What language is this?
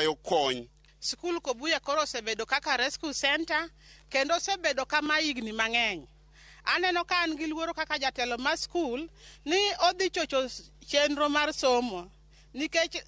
Luo (Kenya and Tanzania)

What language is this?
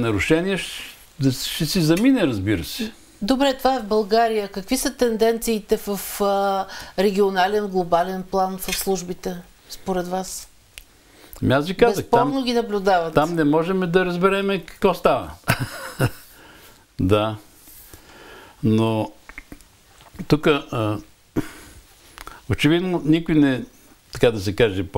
Bulgarian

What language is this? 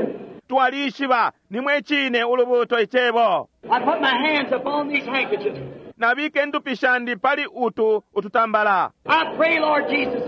Bemba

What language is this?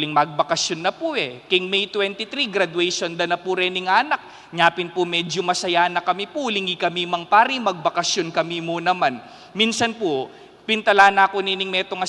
Pampanga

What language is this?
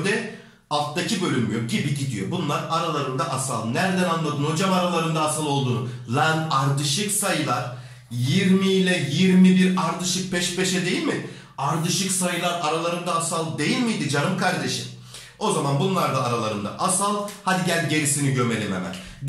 Turkish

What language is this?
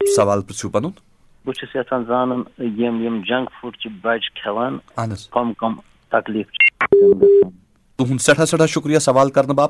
Kashmiri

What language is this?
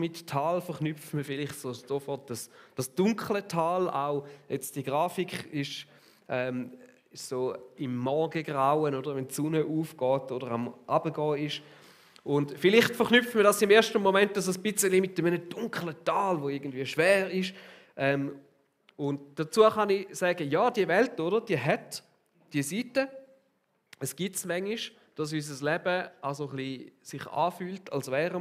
Swiss German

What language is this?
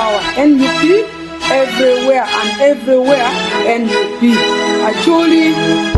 Acoli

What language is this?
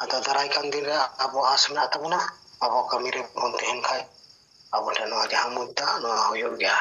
Santali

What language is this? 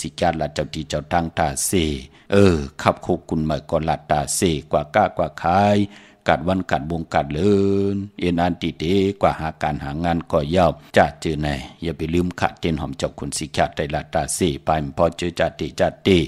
Shan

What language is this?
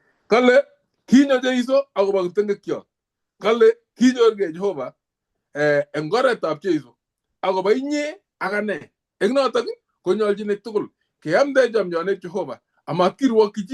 Kalenjin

